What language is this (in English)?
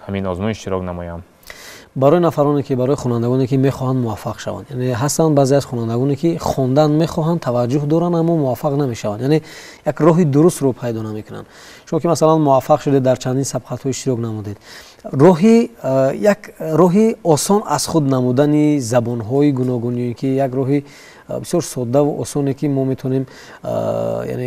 Tajik